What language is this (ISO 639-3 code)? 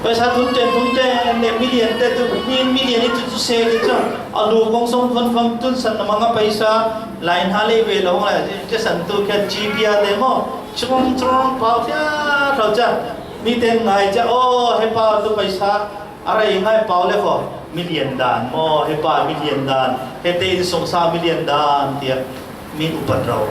cfm